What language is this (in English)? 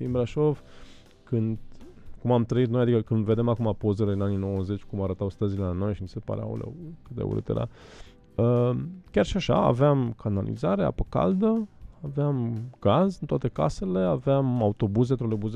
Romanian